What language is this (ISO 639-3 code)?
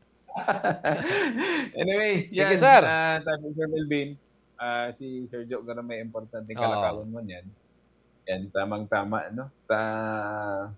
bik